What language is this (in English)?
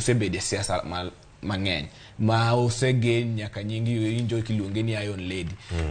Luo (Kenya and Tanzania)